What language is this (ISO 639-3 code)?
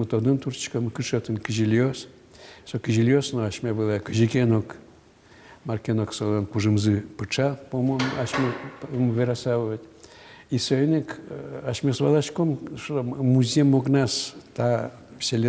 udm